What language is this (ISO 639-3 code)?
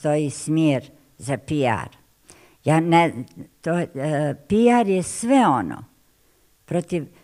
bos